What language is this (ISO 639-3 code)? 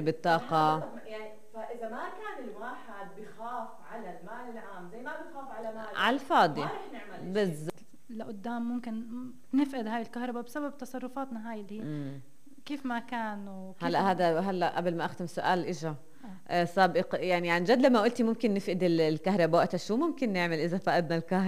apc